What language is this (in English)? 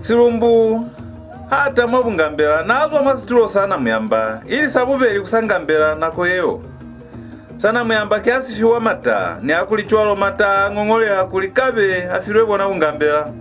Lozi